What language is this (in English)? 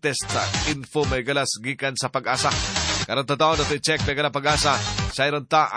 Cebuano